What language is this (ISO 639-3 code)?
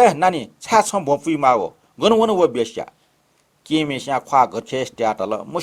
new